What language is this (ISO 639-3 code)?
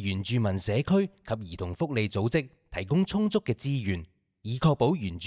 yue